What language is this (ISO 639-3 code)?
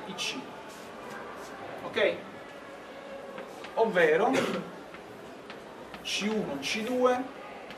ita